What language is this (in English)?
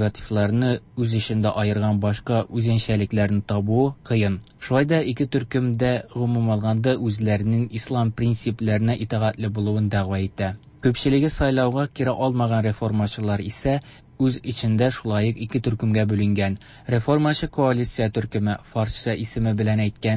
Tatar